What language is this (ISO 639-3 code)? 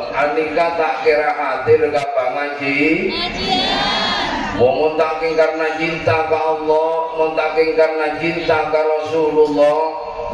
mad